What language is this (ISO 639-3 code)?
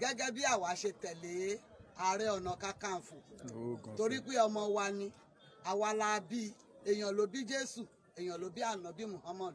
yor